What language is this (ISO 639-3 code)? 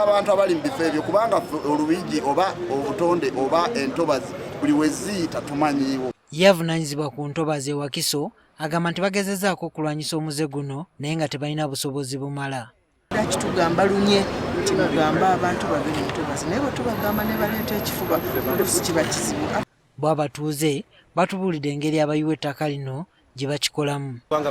lug